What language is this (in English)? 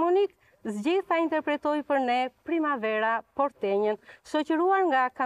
Albanian